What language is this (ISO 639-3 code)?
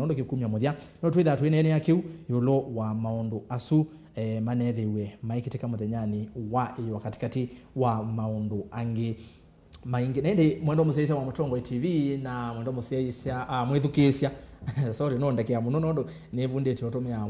kam